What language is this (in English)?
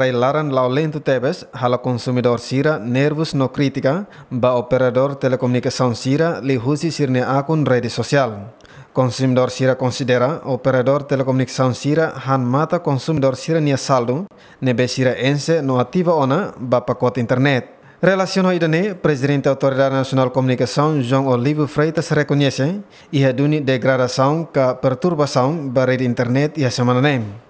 Tetum